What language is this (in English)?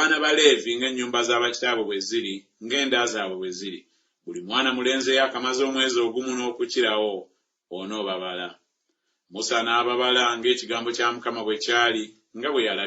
Ganda